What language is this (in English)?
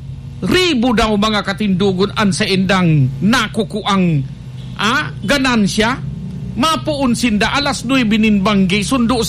Bikol